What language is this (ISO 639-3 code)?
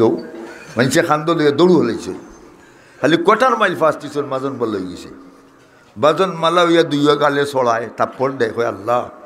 syl